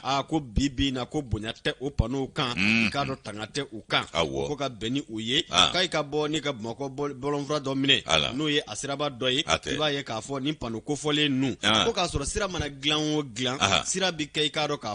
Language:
Bambara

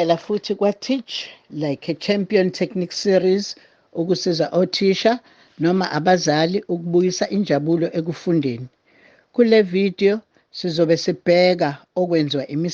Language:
Zulu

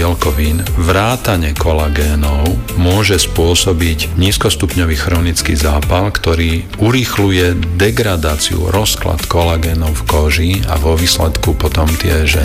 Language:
Slovak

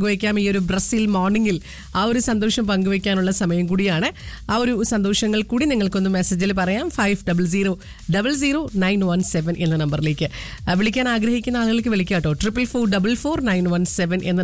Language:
Malayalam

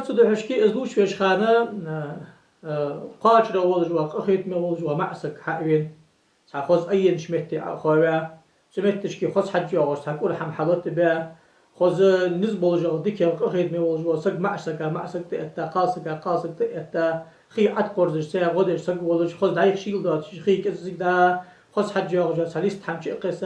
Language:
Ingush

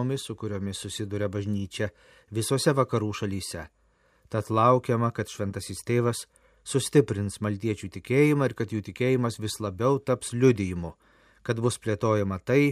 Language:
Lithuanian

